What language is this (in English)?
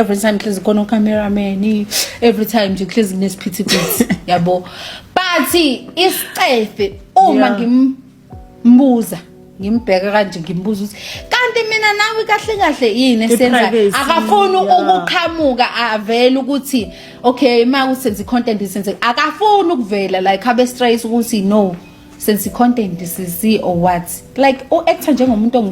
Zulu